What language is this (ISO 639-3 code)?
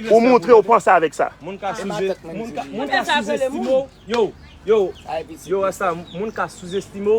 hat